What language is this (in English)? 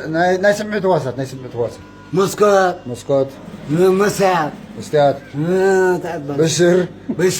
Tigrinya